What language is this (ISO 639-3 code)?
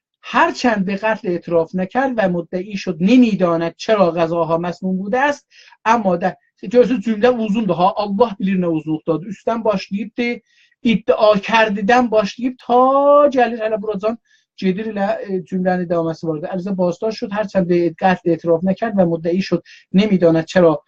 azb